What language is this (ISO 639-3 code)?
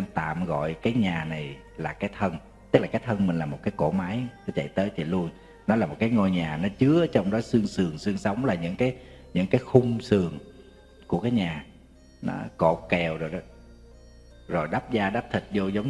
vie